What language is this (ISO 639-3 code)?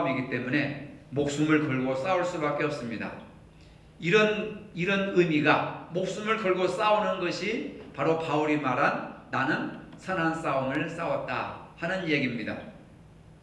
kor